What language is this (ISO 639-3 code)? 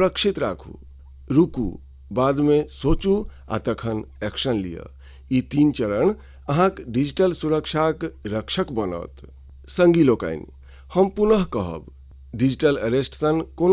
mai